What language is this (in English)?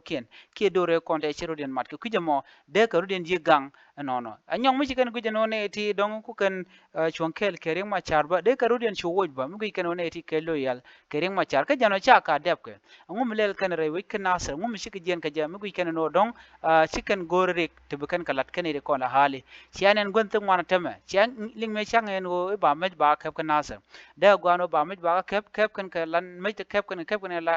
Nuer